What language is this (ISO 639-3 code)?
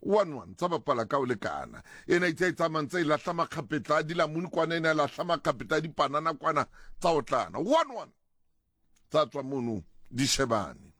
sot